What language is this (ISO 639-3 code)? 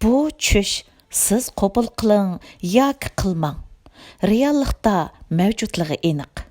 uig